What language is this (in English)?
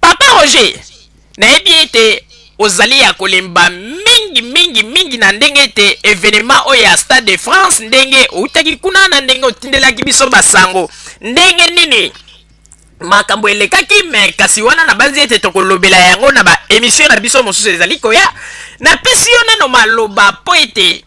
Lingala